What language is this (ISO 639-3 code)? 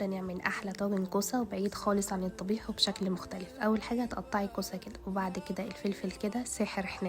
arz